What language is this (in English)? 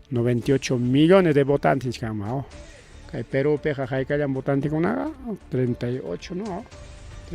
Ayacucho Quechua